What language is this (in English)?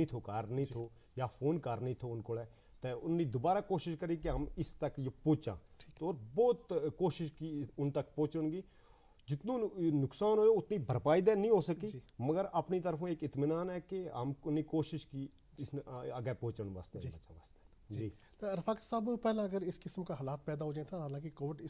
Gujari